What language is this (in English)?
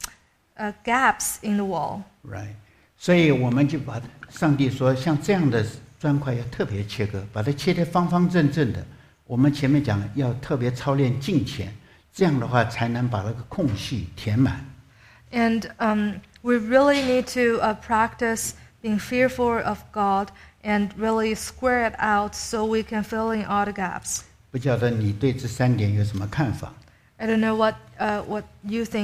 Chinese